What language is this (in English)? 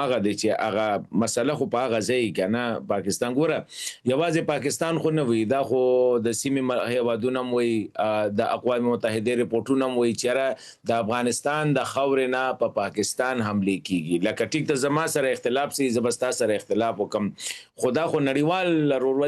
Pashto